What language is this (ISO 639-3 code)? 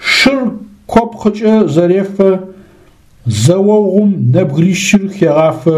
ady